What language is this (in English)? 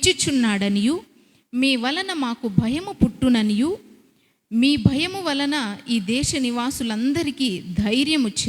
Koya